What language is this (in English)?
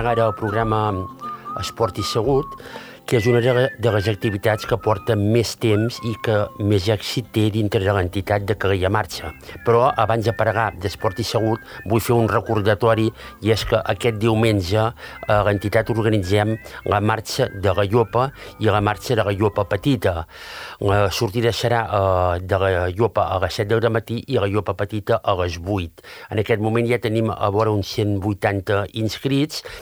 Catalan